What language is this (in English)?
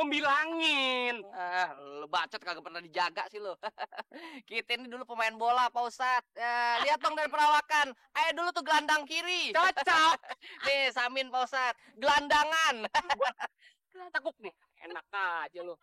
Betawi